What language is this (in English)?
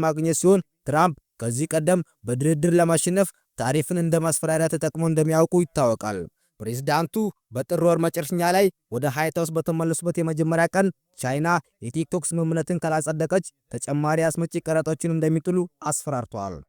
Amharic